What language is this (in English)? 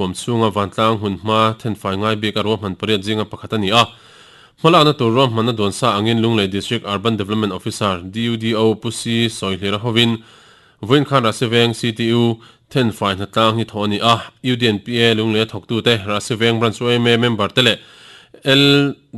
Mizo